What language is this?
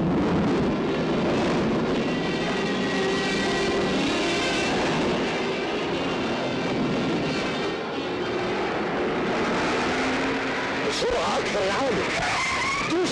Egyptian Arabic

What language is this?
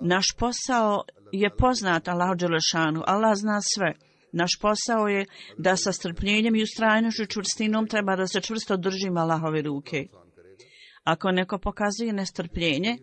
Bosnian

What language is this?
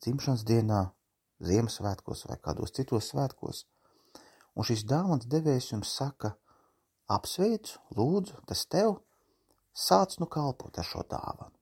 Latvian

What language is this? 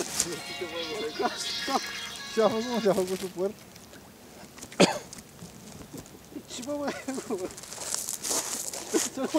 Romanian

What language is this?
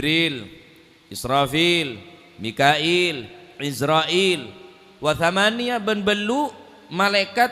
Madurese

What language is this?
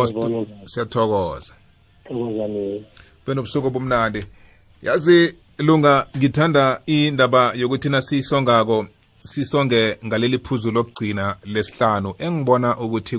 South Ndebele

